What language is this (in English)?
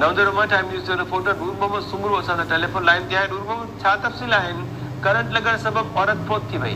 Sindhi